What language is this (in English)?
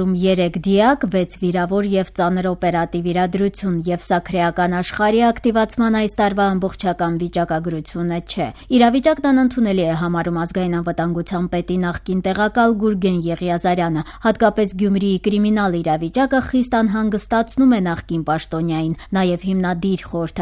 Armenian